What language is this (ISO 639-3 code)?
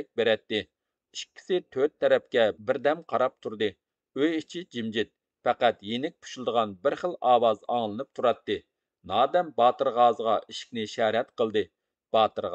uig